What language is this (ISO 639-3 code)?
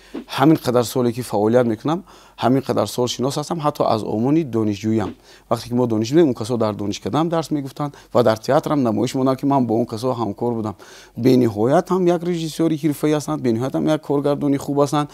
tgk